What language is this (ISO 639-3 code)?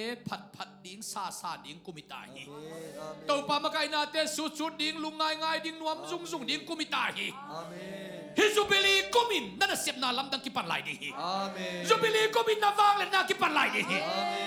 ctd